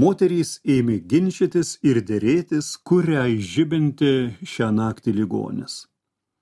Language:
Lithuanian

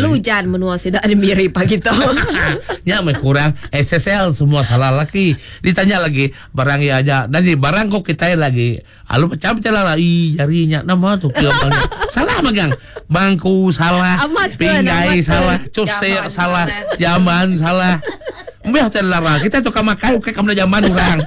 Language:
Iban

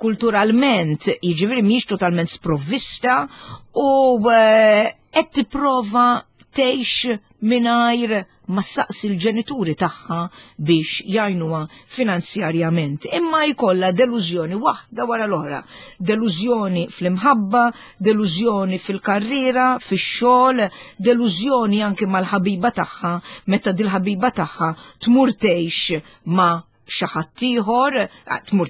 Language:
Maltese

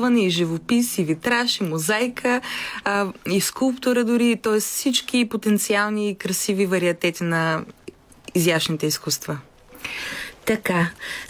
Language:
Bulgarian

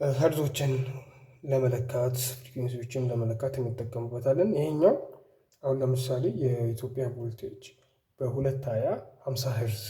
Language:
Amharic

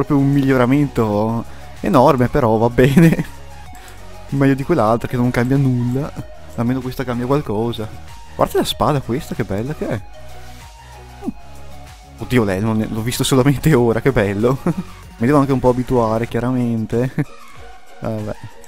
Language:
Italian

